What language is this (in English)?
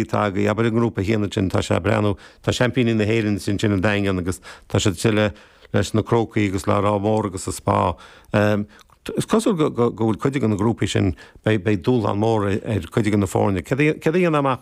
Irish